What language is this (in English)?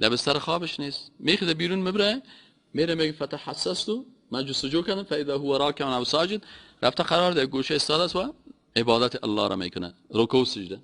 Persian